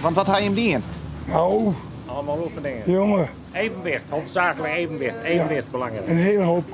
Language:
Western Frisian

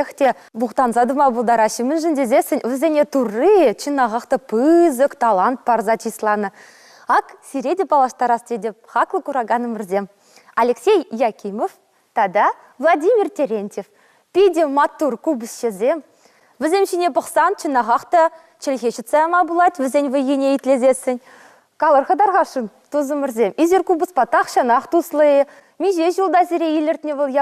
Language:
Chuvash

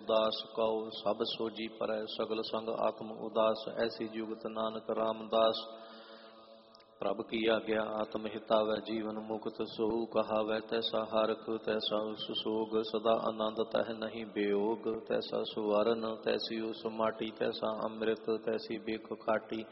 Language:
Punjabi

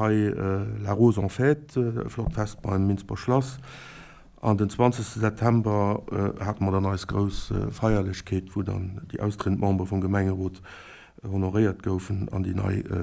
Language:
Luxembourgish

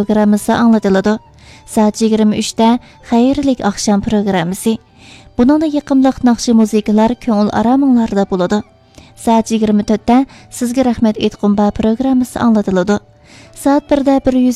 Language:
Uyghur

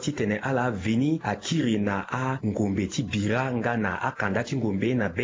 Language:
Sango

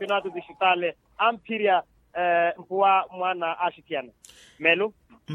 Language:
Makhuwa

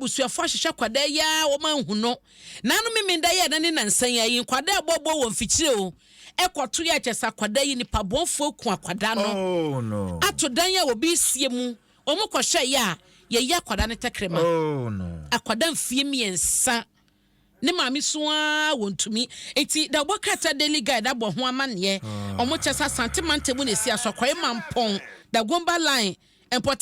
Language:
Akan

